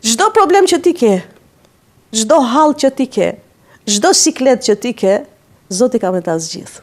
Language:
Albanian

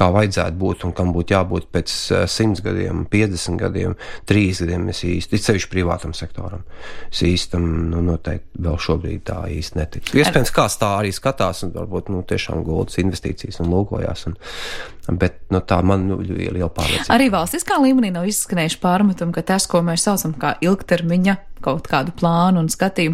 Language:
Latvian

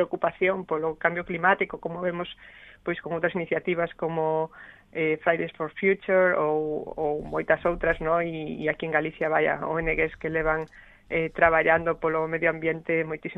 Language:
Galician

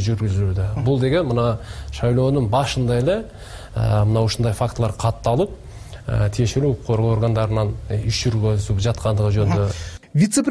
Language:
Kyrgyz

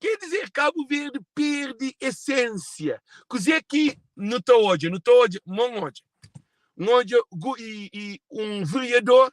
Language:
Kabuverdianu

